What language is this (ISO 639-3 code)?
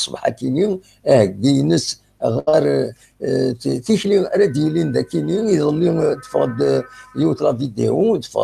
kab